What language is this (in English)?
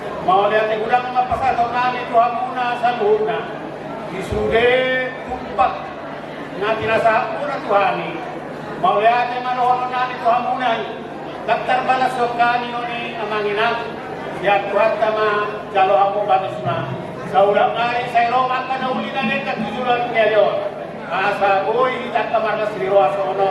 Batak Toba